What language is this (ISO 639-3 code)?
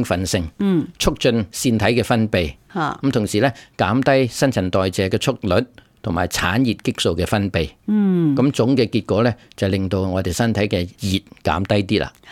yue